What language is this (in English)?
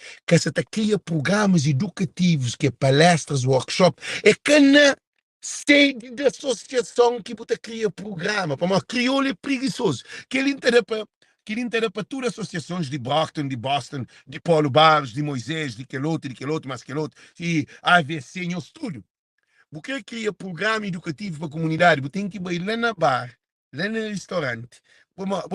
Kabuverdianu